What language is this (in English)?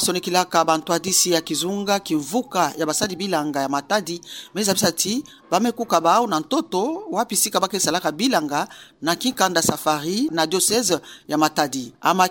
Kituba (Democratic Republic of Congo)